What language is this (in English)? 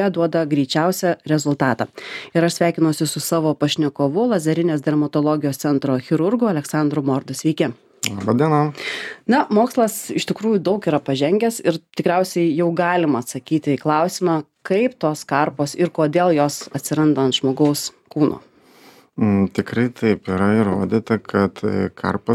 Lithuanian